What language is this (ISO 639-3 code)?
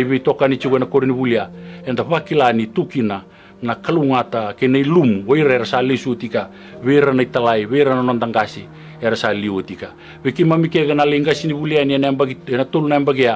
fij